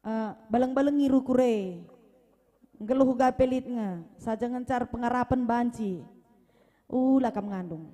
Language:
Batak Karo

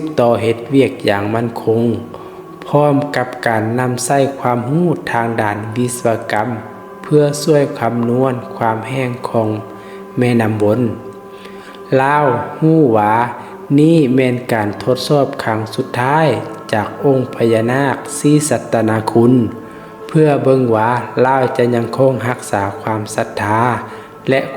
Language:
Lao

